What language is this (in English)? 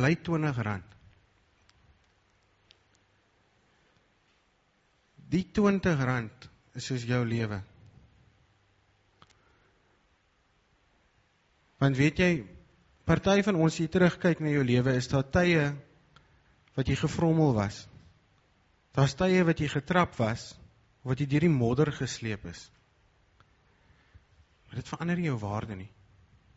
Afrikaans